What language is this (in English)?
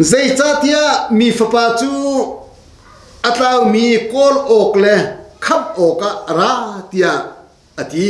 Hakha Chin